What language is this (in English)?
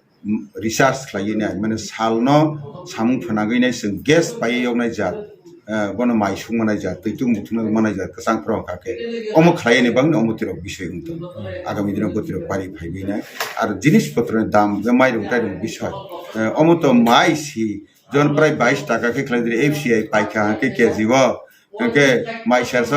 Kok Borok